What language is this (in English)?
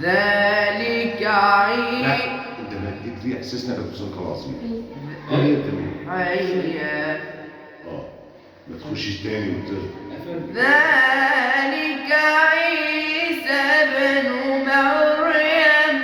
Egyptian Arabic